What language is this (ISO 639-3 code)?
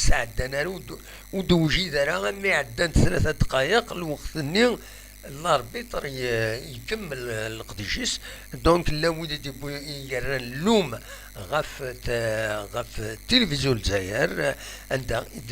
kab